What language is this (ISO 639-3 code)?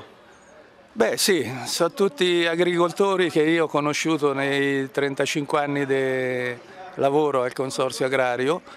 ita